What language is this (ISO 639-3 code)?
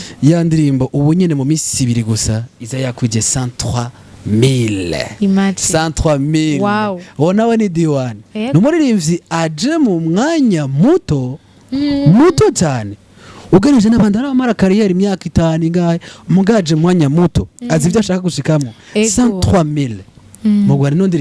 run